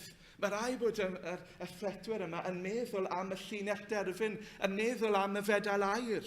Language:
Welsh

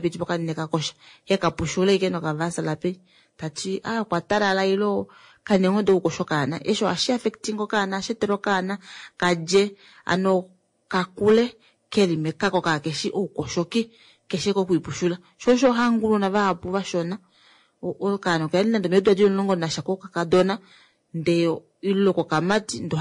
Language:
Kuanyama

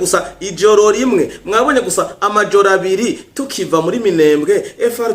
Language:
Rundi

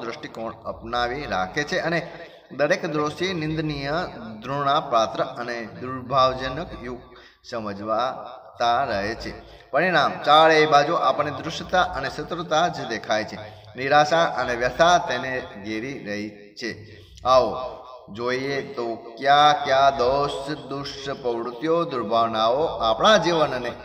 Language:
Gujarati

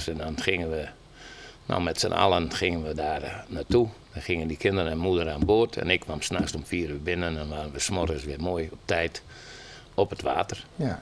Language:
Western Frisian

